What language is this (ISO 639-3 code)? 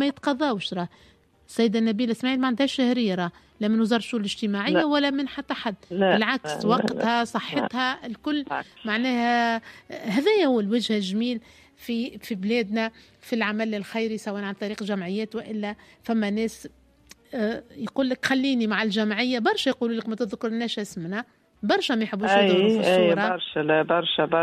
aeb